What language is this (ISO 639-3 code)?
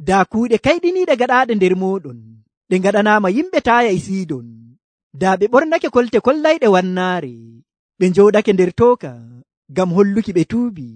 fuv